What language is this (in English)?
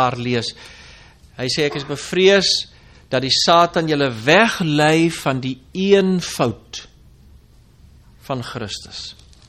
Afrikaans